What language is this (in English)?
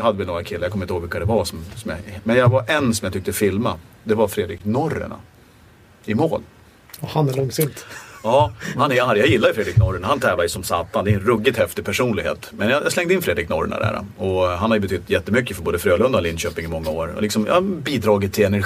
Swedish